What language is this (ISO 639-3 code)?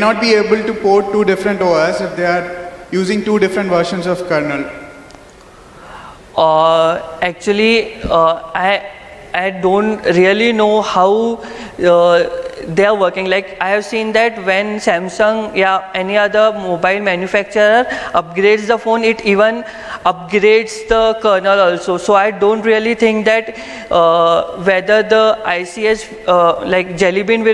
eng